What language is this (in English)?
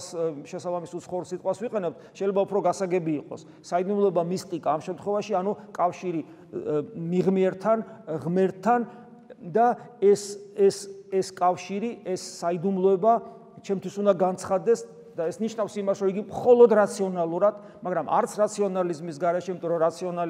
Georgian